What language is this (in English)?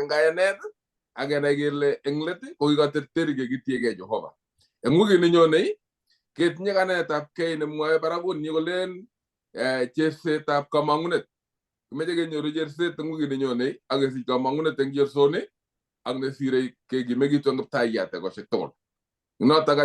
Kalenjin